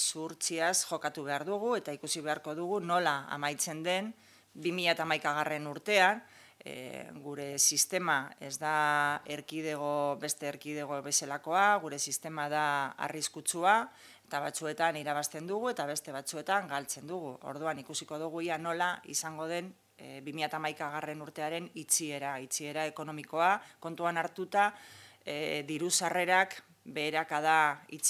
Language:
Basque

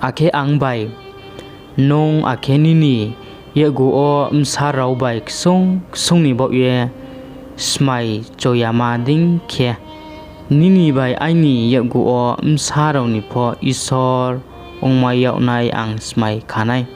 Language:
Riang (India)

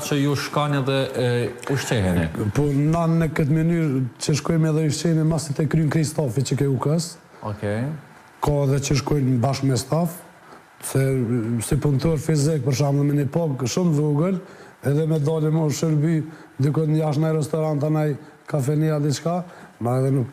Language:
Albanian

